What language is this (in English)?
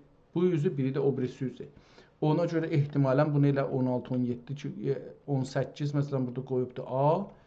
South Azerbaijani